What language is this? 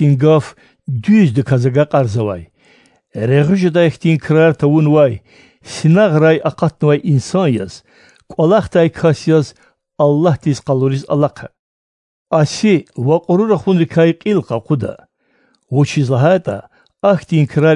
Lezghian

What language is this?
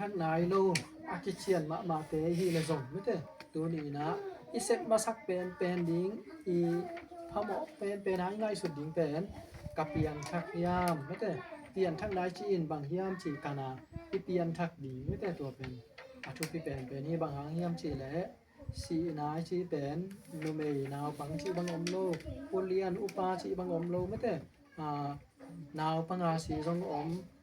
Tedim Chin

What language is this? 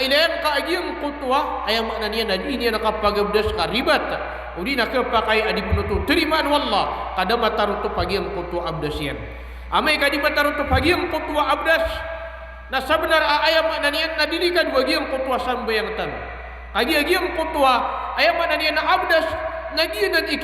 Maranao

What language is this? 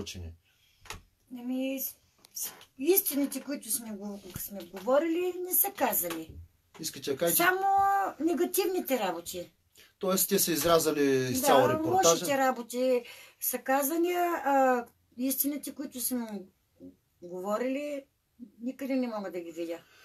Bulgarian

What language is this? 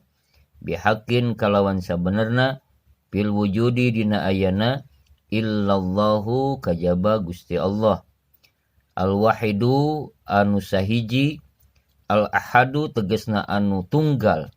Sundanese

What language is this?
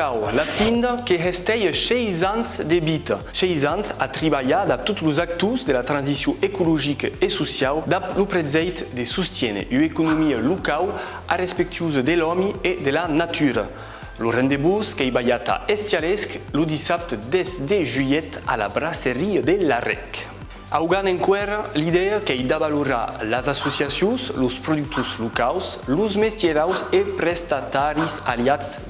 Occitan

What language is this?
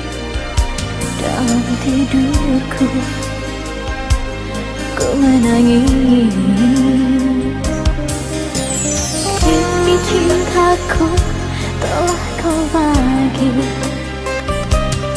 Indonesian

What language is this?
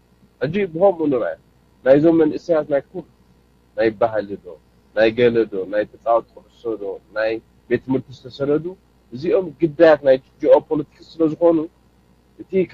Tigrinya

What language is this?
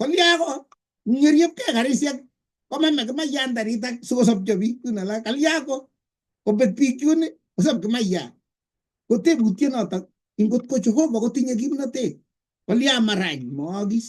Kalenjin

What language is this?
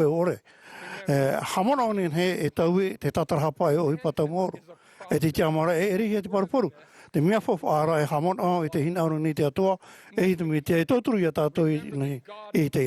Tahitian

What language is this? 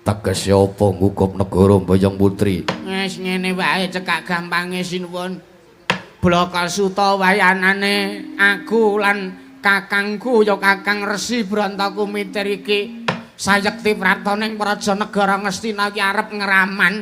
Javanese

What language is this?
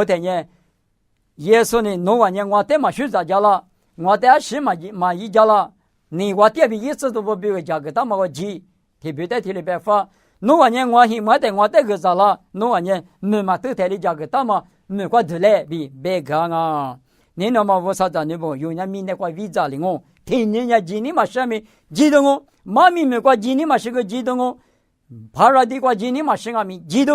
Lisu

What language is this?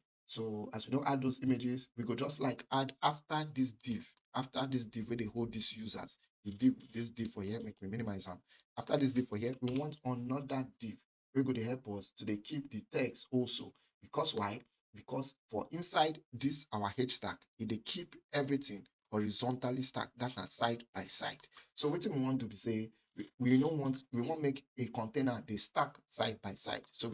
Nigerian Pidgin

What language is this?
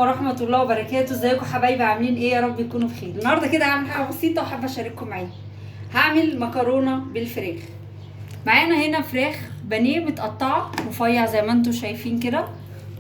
Egyptian Arabic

